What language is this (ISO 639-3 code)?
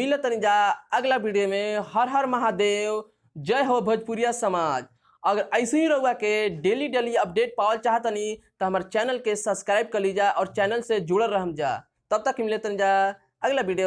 bho